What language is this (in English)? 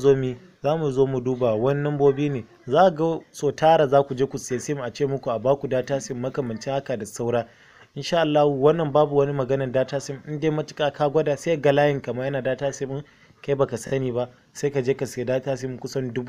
Hausa